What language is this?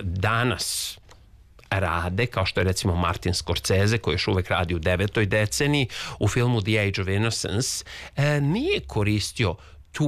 Serbian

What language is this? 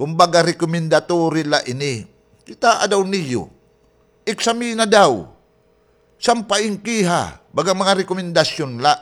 Waray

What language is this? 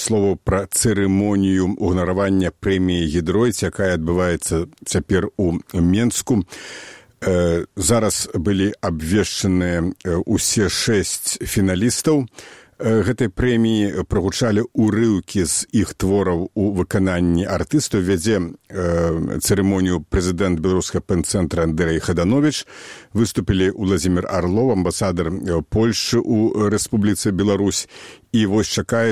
Belarusian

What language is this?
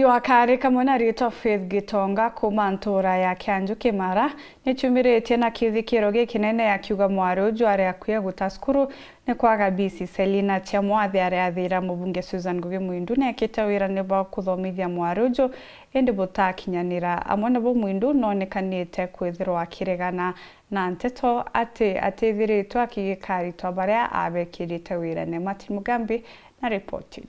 Meru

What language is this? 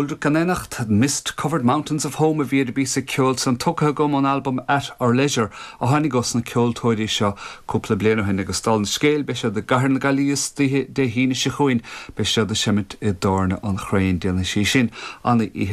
Irish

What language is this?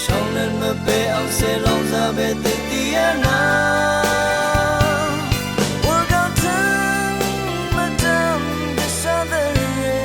Rawang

